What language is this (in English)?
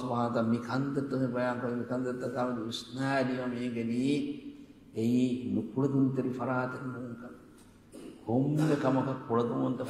Divehi